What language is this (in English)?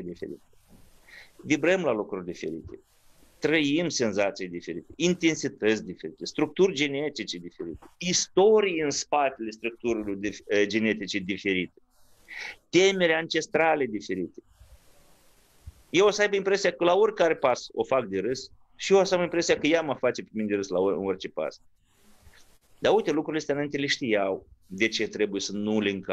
Romanian